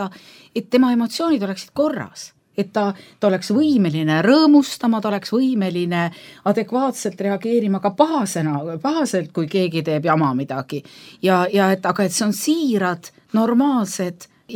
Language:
Estonian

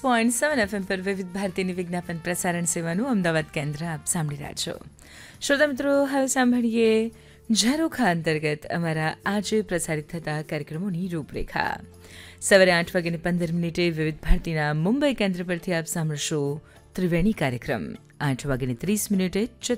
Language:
Gujarati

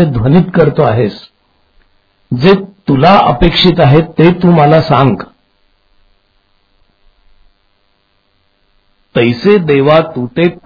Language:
Marathi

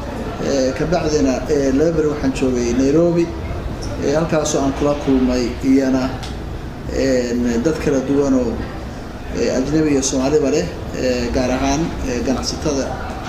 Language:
Somali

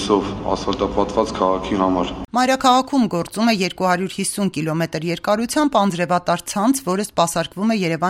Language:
Armenian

